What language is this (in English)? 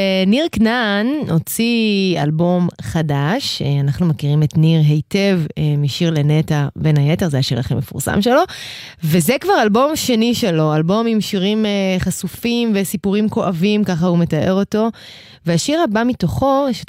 Hebrew